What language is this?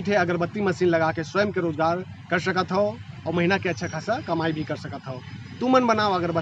Chhattisgarhi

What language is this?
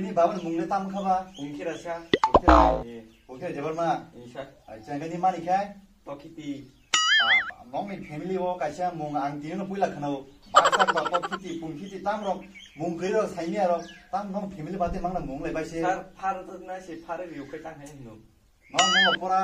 Kok Borok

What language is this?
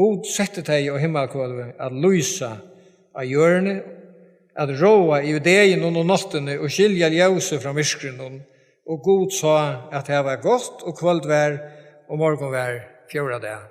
Faroese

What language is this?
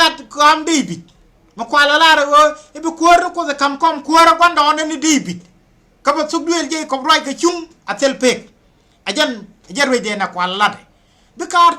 Nuer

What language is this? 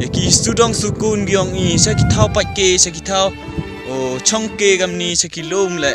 Pnar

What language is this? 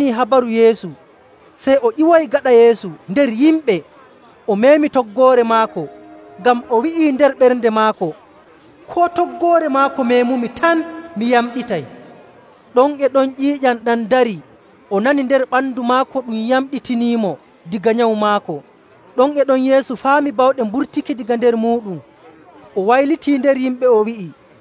Nigerian Fulfulde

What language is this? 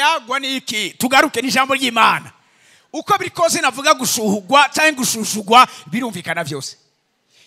Rundi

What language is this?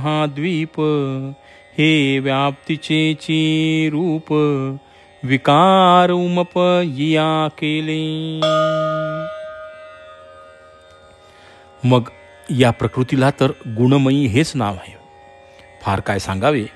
Marathi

